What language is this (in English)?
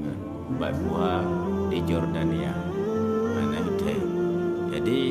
Achinese